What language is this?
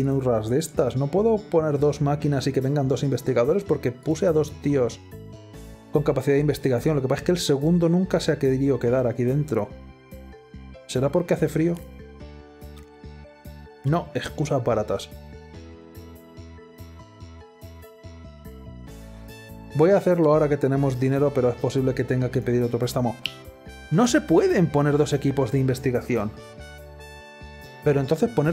Spanish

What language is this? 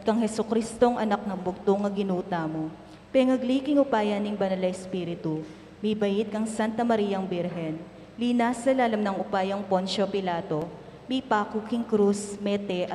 Pampanga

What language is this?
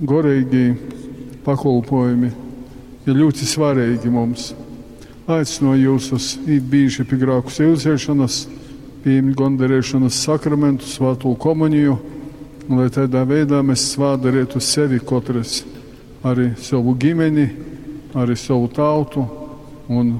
Latgalian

